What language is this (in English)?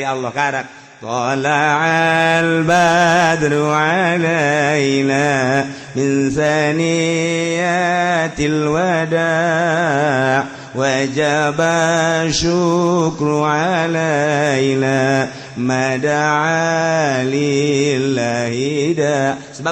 Sundanese